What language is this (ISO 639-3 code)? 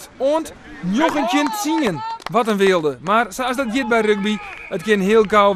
fry